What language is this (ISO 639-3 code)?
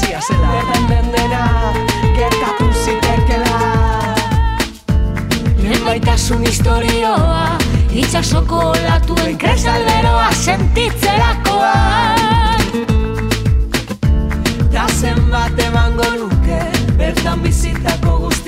eus